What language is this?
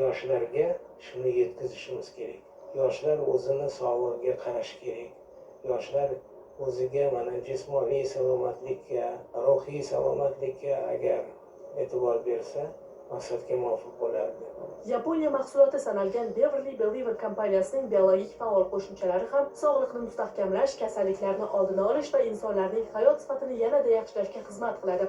Uzbek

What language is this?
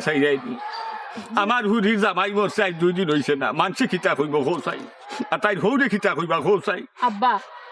Sylheti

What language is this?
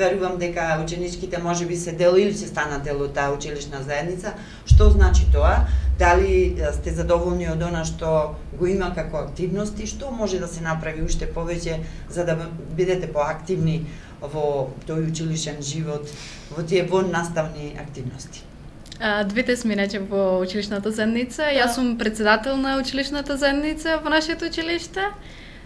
Macedonian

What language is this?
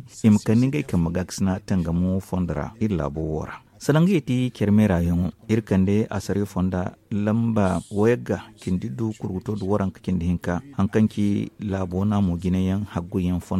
Zarma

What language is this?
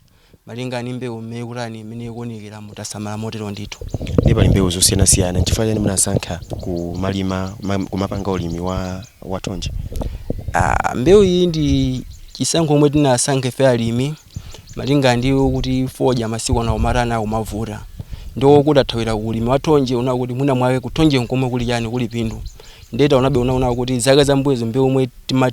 Nyanja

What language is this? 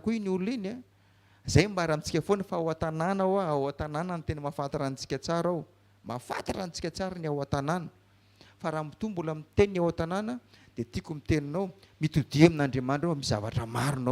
Malagasy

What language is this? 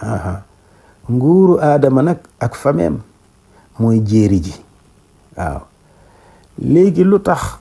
Wolof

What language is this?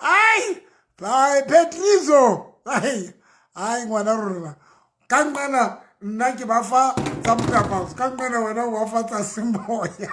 Southern Sotho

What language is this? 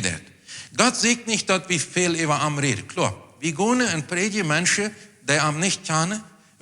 Plautdietsch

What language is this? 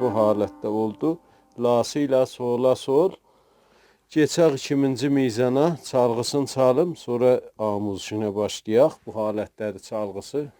South Azerbaijani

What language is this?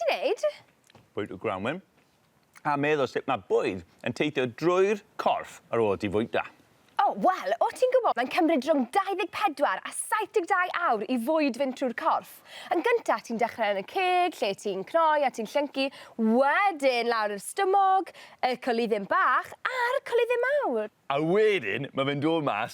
Welsh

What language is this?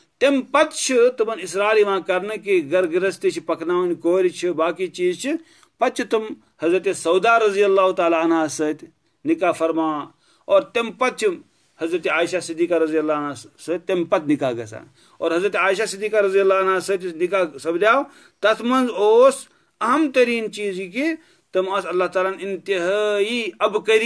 Kashmiri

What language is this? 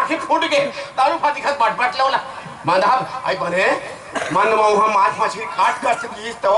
Chhattisgarhi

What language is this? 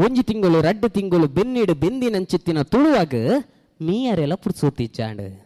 Tulu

